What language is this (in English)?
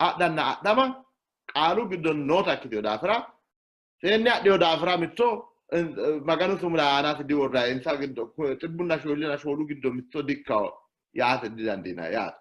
Sidamo